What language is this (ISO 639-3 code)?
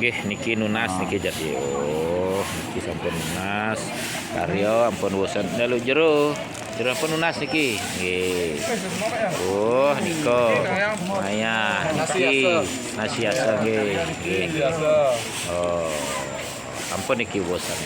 ban